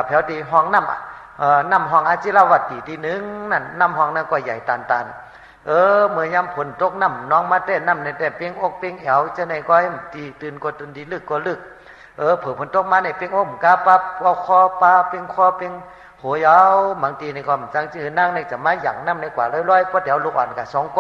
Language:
Shan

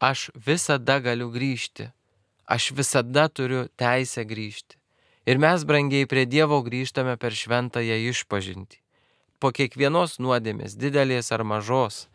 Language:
Lithuanian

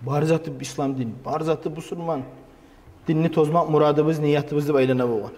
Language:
Kumyk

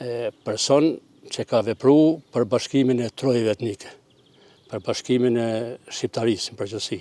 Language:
Albanian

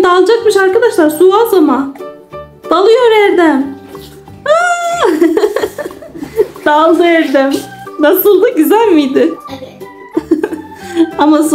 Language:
Turkish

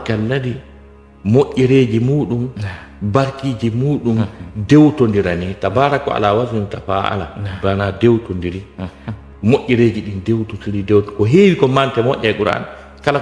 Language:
Fula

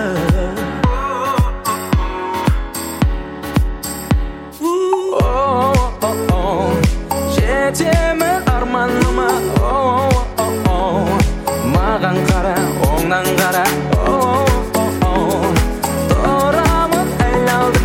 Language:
Kazakh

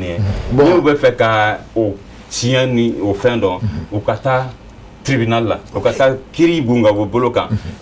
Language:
Bambara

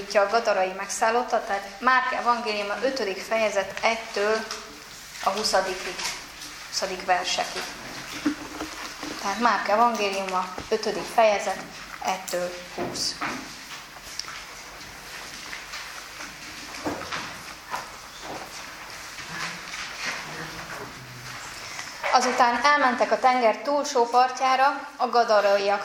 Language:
Hungarian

